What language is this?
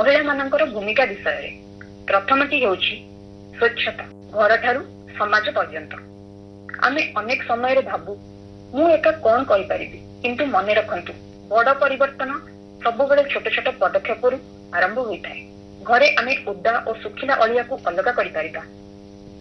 Odia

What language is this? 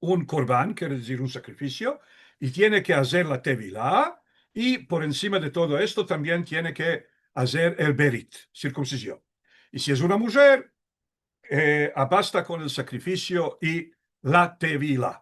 Ladino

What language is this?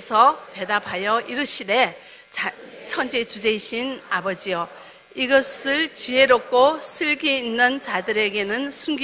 Korean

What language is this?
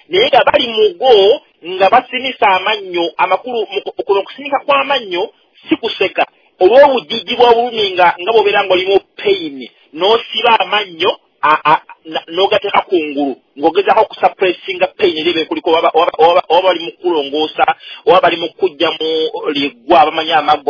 Ganda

